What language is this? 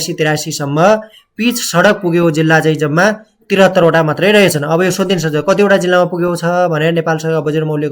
Nepali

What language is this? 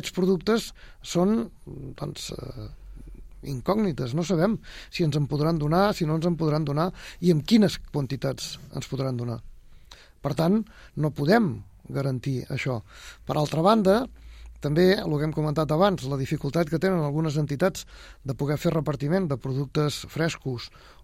Catalan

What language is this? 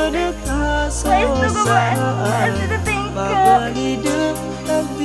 Madurese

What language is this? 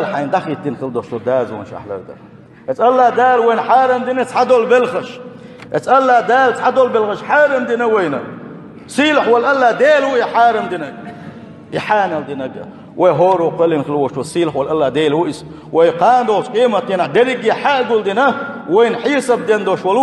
Chechen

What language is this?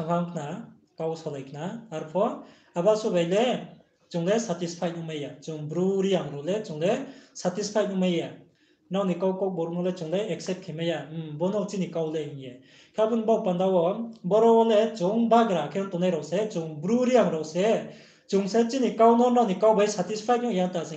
Riang (India)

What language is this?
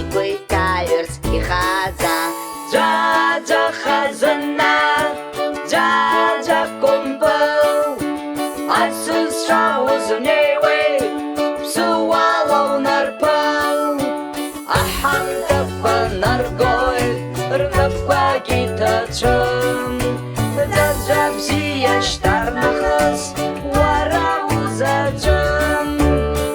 Abkhazian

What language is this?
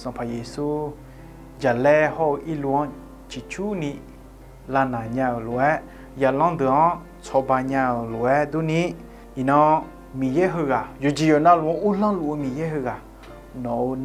Akha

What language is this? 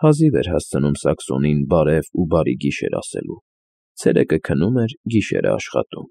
Armenian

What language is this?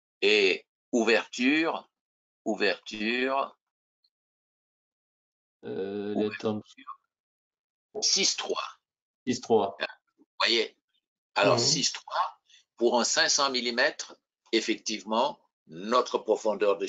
French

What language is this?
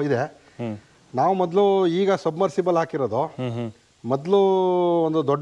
Kannada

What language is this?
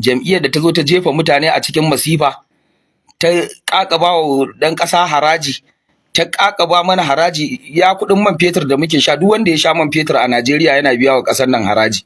Hausa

